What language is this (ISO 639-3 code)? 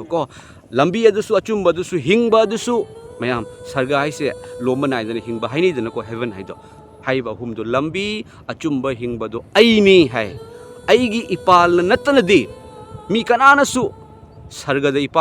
mni